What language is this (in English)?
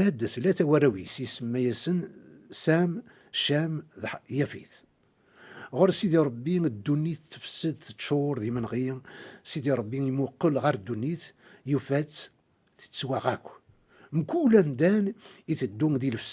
Kabyle